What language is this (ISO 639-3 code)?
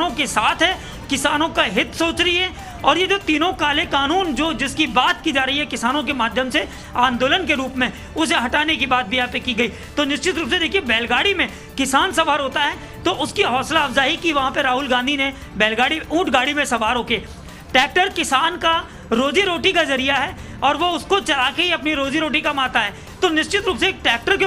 hin